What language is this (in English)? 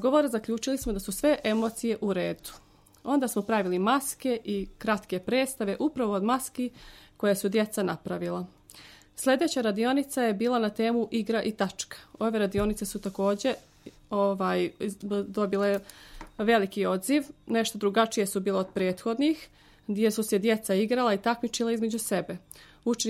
Serbian